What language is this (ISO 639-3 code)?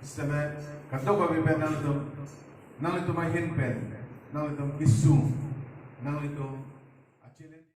mjw